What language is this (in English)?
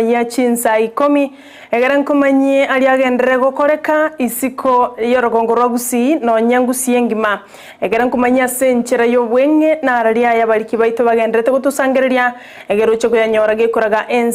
Gusii